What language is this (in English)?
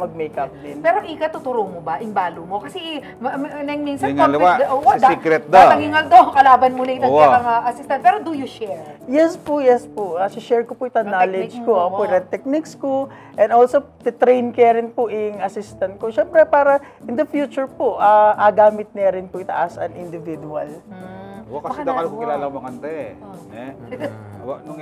Pampanga